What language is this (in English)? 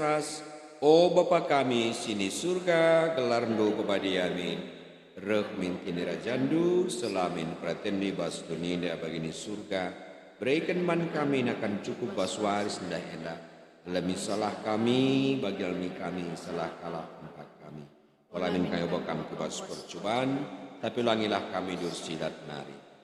Batak Karo